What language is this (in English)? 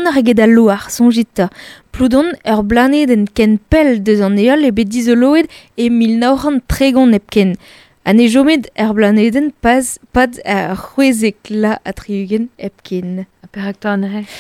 Breton